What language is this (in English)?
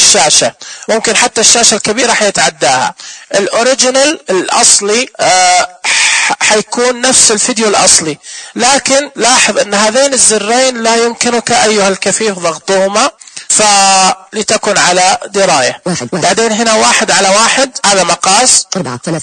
Najdi Arabic